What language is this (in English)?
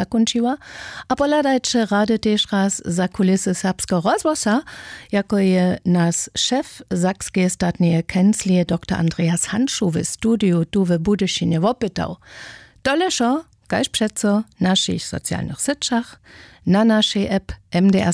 Upper Sorbian